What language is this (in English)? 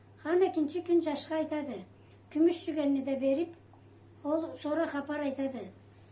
Karachay-Balkar